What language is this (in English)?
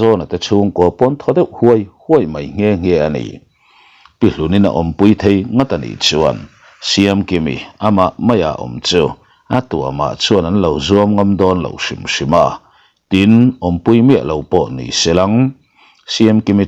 Mizo